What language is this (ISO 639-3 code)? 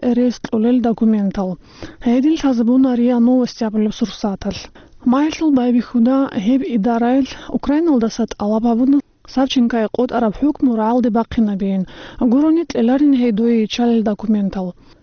ava